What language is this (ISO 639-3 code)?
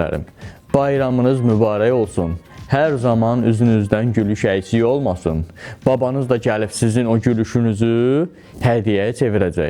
aze